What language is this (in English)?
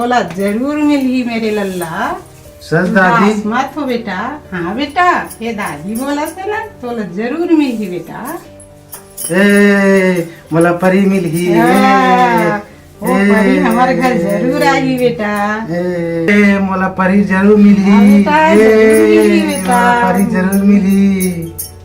Chhattisgarhi